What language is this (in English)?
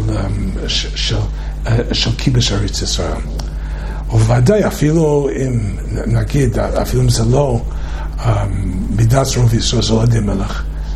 Hebrew